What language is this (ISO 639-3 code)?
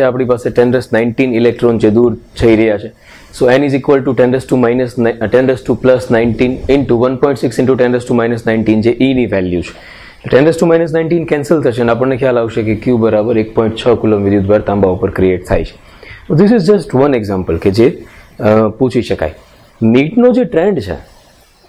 guj